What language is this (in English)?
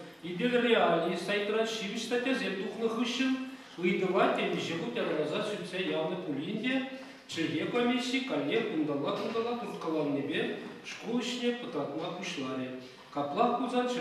Chuvash